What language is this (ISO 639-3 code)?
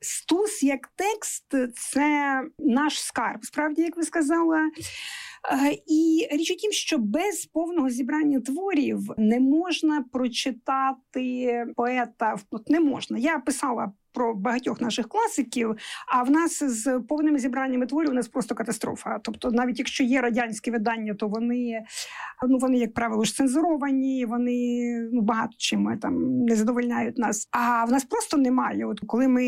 ukr